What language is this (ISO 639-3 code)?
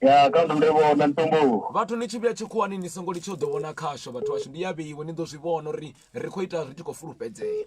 ven